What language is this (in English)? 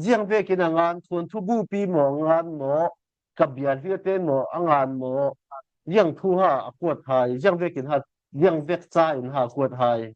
Falam Chin